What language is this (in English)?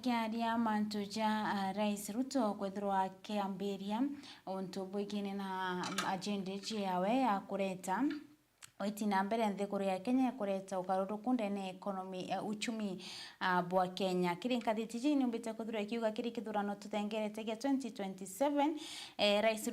Meru